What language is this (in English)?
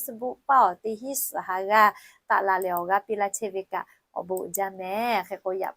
Lahu